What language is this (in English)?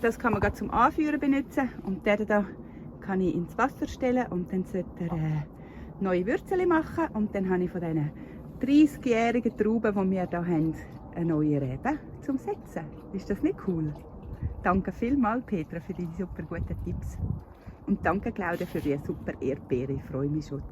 Swiss German